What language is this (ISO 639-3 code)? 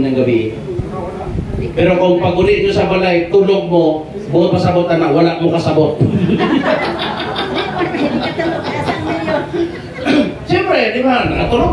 ceb